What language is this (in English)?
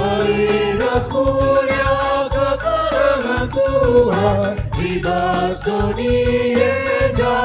Batak Karo